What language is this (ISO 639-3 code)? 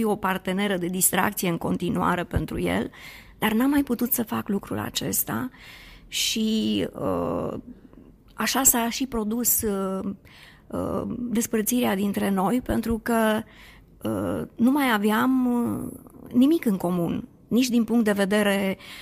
ron